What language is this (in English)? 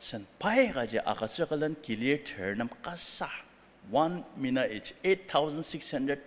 Ao Naga